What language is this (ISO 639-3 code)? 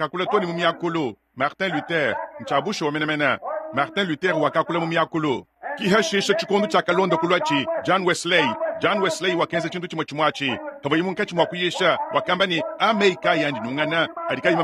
lua